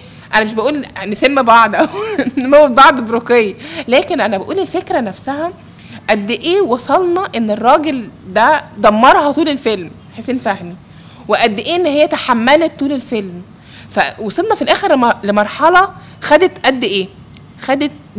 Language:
Egyptian Arabic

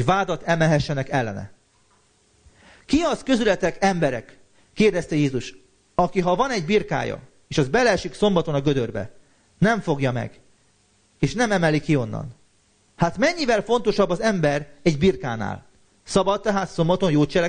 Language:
Hungarian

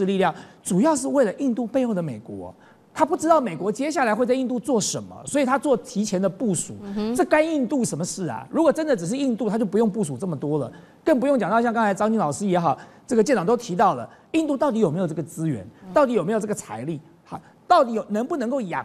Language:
Chinese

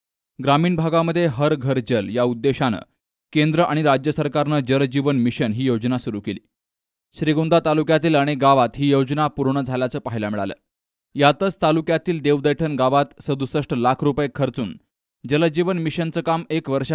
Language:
Marathi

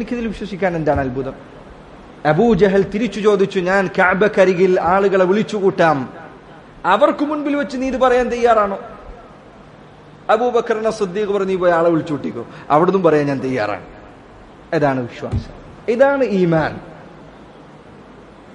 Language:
Malayalam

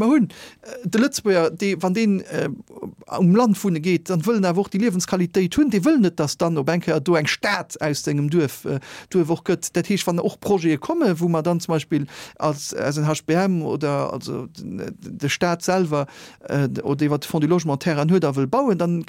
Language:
Luxembourgish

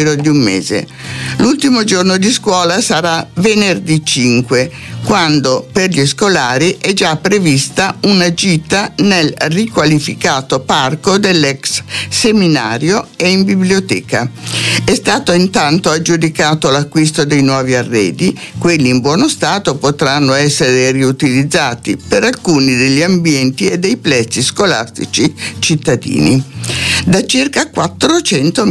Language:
Italian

